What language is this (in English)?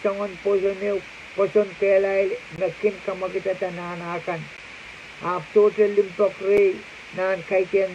Pohnpeian